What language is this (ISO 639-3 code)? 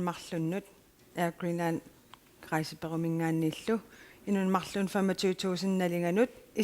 kal